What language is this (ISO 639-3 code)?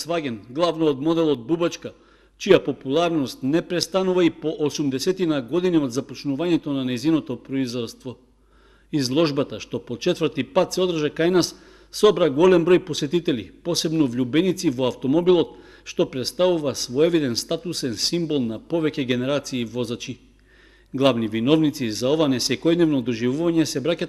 mkd